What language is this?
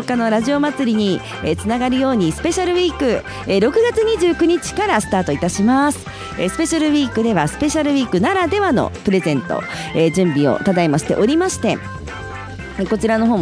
Japanese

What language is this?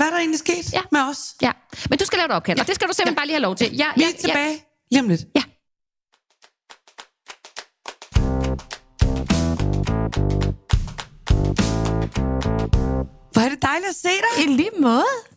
Danish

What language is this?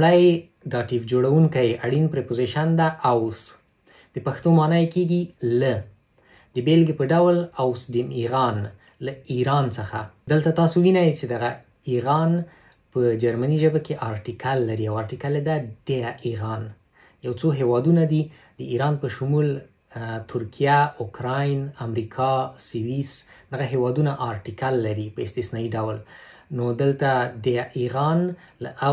Pashto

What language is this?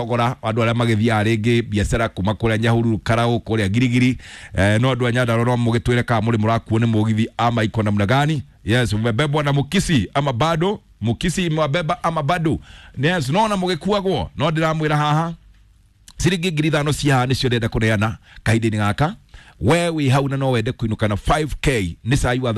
Kikuyu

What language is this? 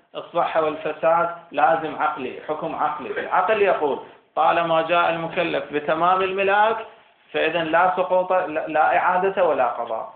Arabic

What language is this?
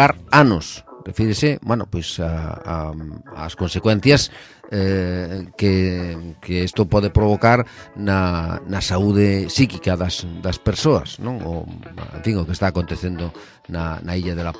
Galician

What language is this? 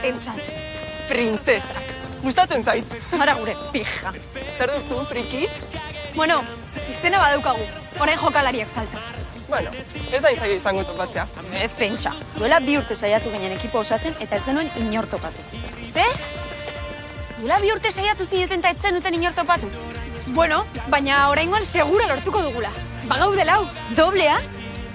Basque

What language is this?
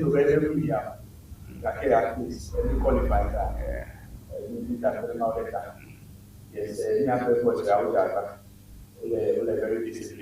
Ewe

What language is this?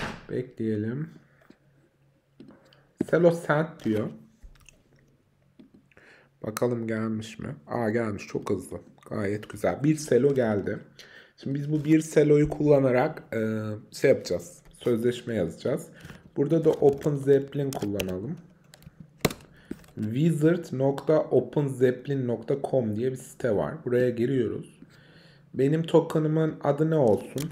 Turkish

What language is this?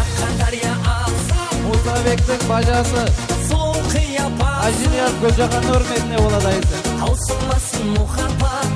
Kara-Kalpak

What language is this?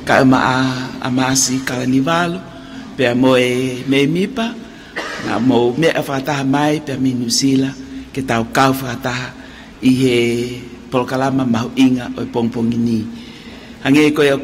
Tongan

